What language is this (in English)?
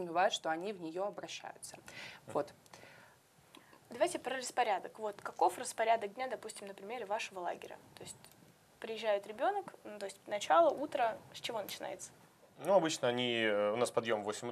Russian